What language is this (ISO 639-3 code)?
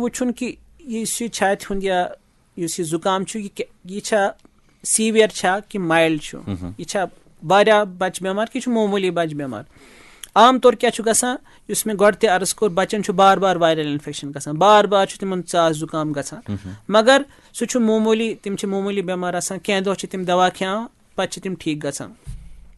kas